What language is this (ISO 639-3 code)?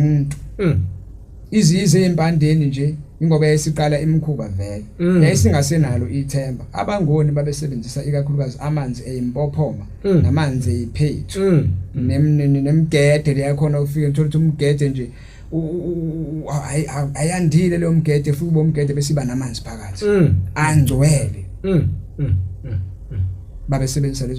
zul